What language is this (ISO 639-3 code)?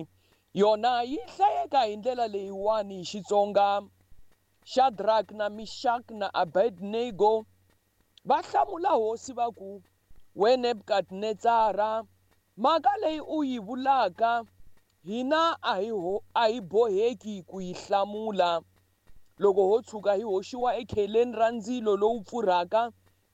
tso